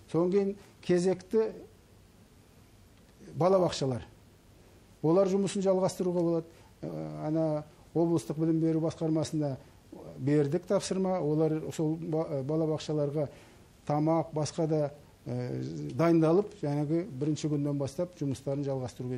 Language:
Kazakh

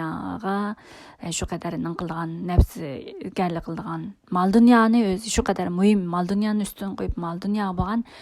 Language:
Uyghur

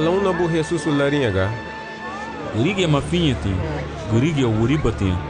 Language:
Garifuna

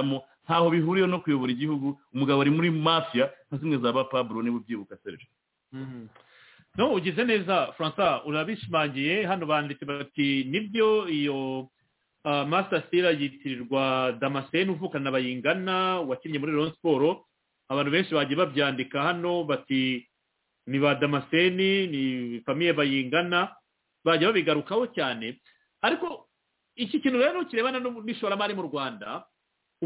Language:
Kinyarwanda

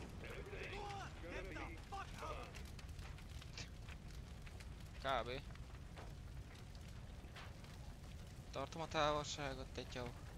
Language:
Hungarian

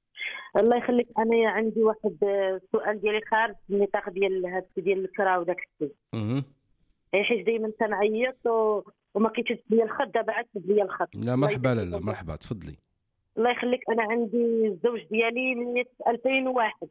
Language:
Moroccan Arabic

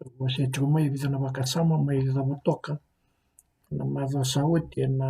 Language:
Fijian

